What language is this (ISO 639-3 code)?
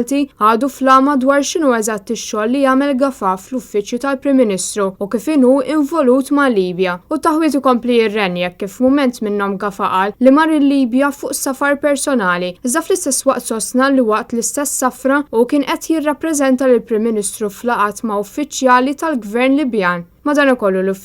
mlt